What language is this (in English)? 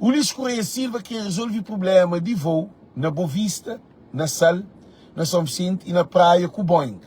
Kabuverdianu